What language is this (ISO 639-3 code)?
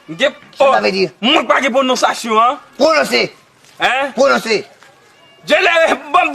hat